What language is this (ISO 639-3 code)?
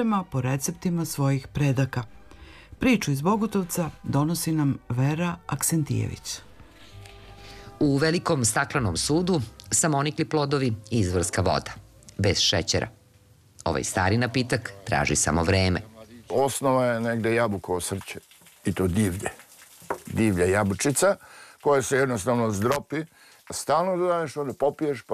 srp